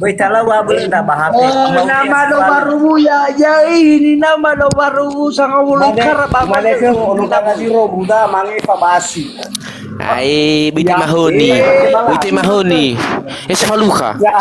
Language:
Nias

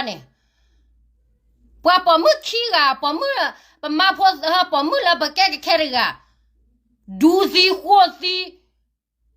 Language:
S'gaw Karen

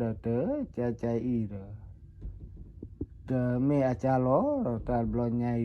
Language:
S'gaw Karen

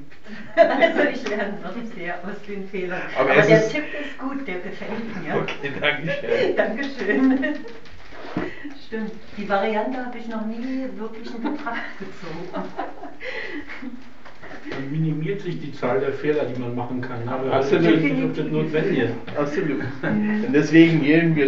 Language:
German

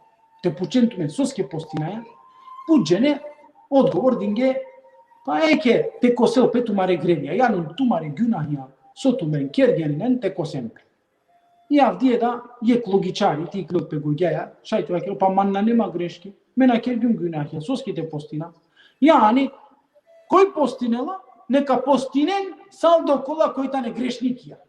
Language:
Balkan Romani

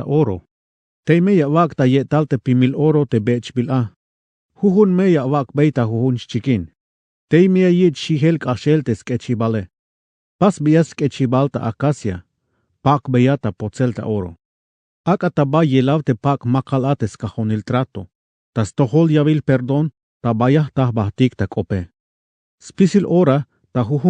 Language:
Tzeltal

